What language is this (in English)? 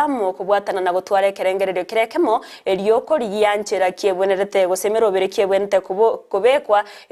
Gusii